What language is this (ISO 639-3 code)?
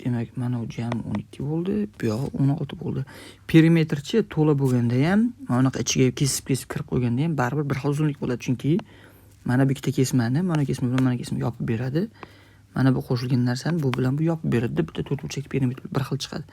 uzb